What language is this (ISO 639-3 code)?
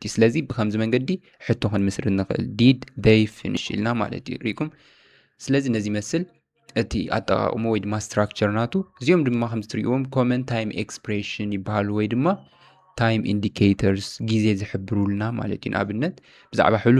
tir